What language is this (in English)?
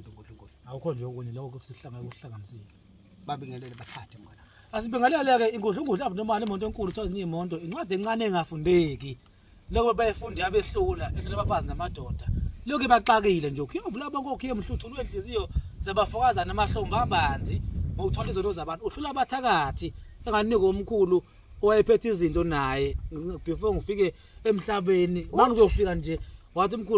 Zulu